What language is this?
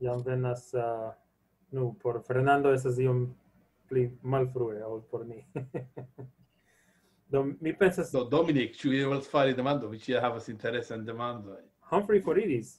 Esperanto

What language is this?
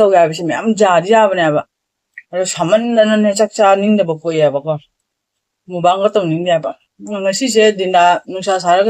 Manipuri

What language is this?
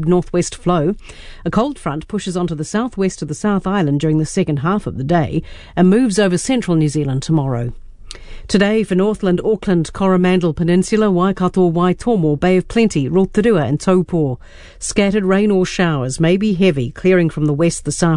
English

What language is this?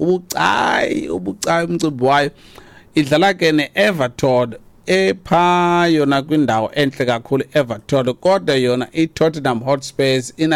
Xhosa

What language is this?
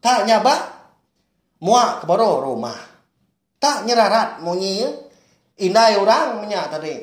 Iban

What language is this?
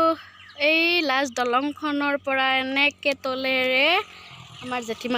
Assamese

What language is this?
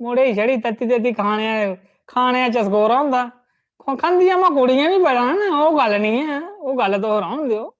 Dogri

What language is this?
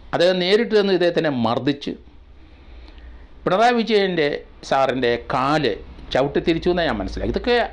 Malayalam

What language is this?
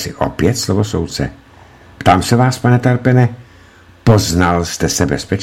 Czech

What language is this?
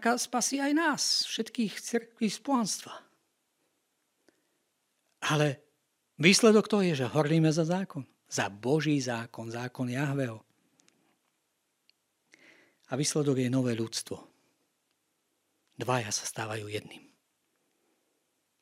Slovak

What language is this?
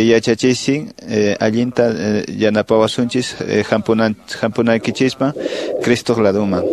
Quechua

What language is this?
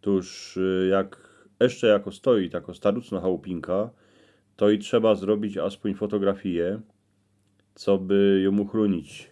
Silesian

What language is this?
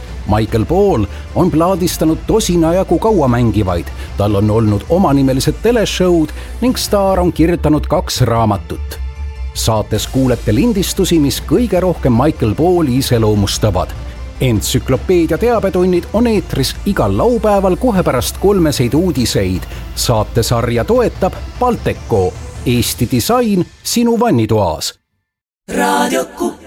Estonian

